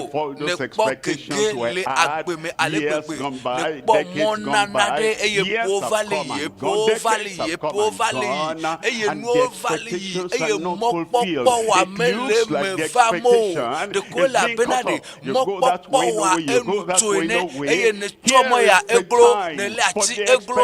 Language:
Ewe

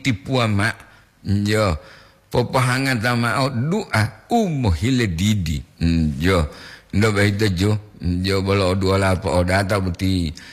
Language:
Gorontalo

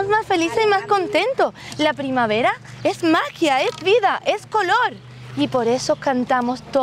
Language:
Spanish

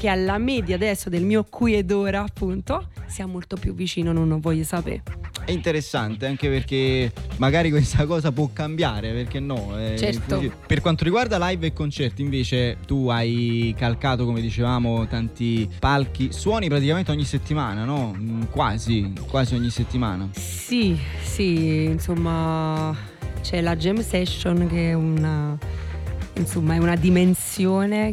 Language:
Italian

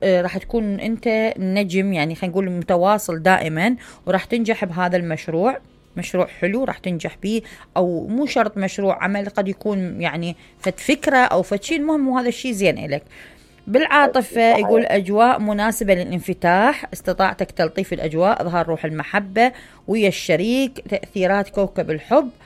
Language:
Mesopotamian Arabic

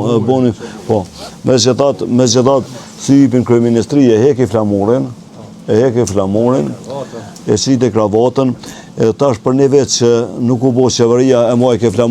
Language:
Albanian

